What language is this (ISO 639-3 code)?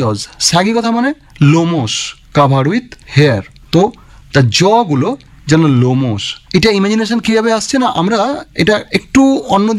ben